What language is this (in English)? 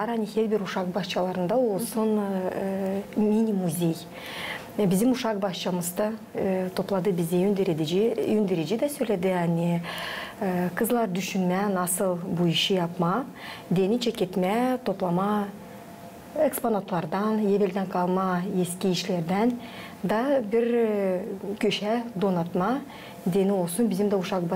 Gagauz